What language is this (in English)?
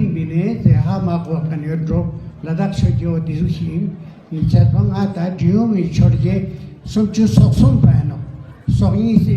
Ladakhi